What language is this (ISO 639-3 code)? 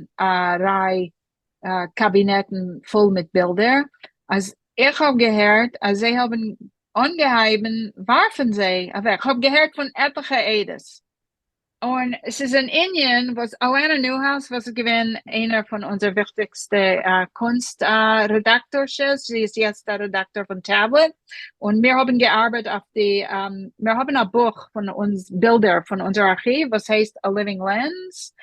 yid